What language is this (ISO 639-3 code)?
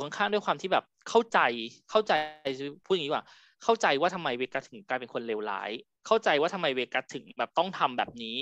tha